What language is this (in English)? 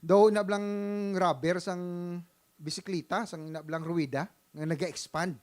Hiligaynon